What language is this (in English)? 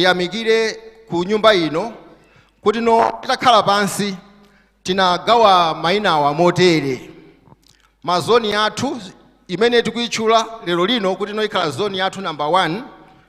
Nyanja